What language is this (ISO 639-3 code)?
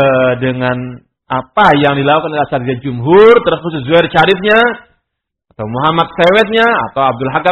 ind